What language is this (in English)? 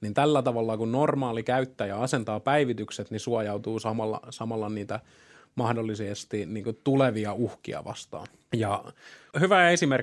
Finnish